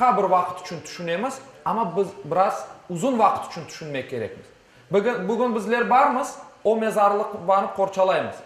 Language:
Crimean Tatar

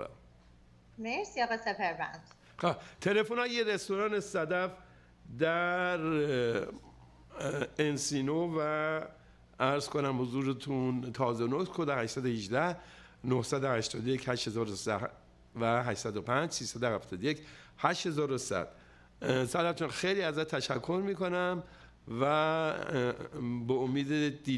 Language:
Persian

